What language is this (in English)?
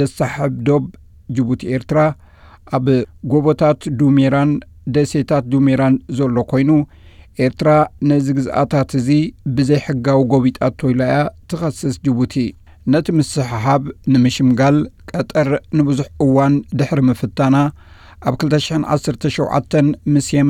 Tigrinya